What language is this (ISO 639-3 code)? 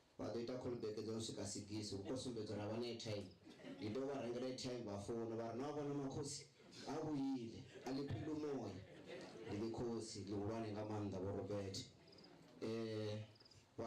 ven